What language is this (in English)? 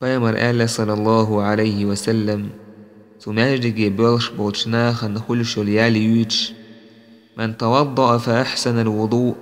Chechen